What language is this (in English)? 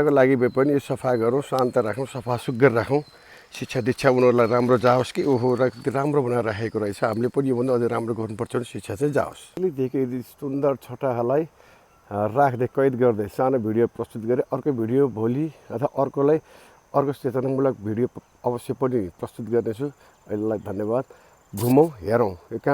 Nepali